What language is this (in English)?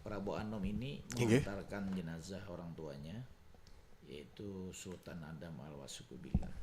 Banjar